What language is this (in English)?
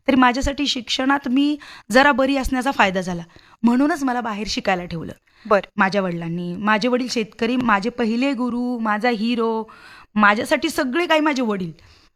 Marathi